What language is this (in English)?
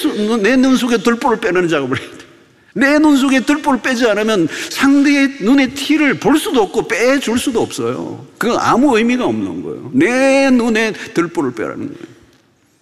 Korean